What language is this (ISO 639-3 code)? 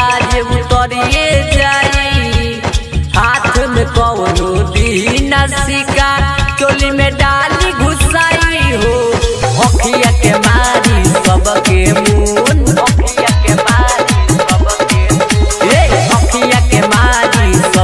bho